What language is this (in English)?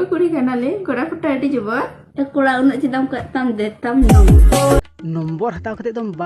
Santali